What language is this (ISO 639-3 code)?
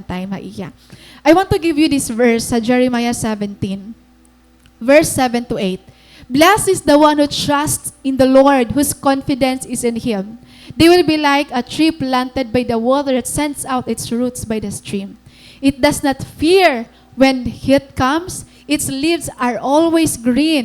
war